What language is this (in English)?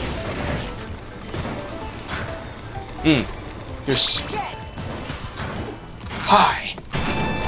Japanese